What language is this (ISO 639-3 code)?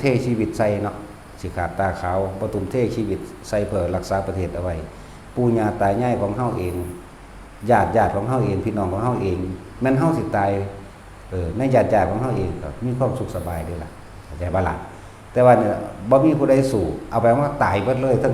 tts